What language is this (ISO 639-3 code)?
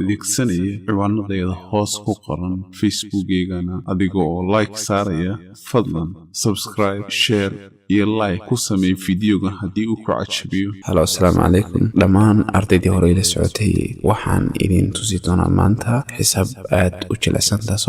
som